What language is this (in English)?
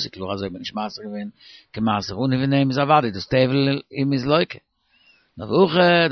Yiddish